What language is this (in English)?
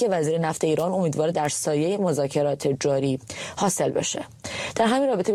Persian